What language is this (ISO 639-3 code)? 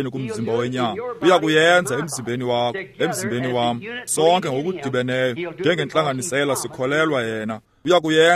xho